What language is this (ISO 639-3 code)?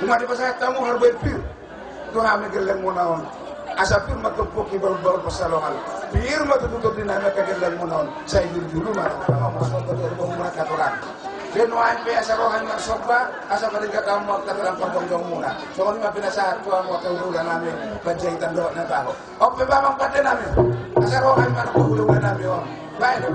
bbc